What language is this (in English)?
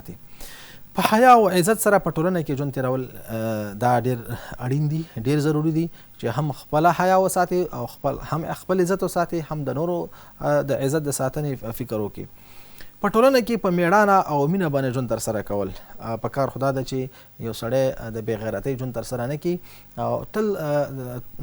Pashto